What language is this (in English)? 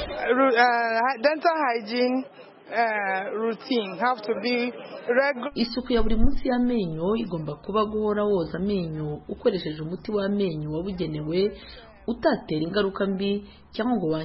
Kinyarwanda